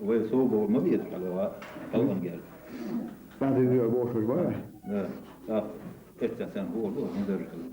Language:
Chechen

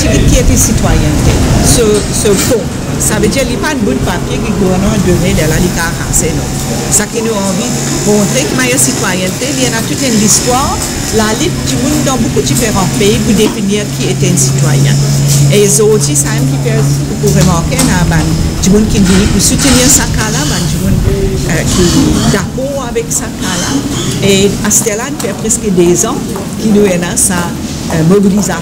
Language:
Morisyen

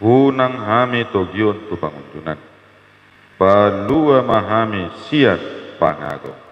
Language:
Batak Toba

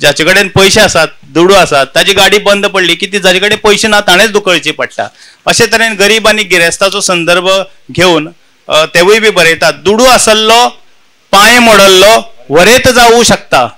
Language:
Konkani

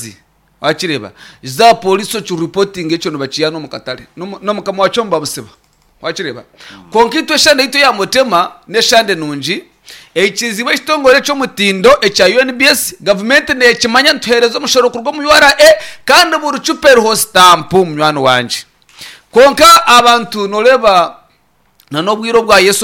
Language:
Nyankole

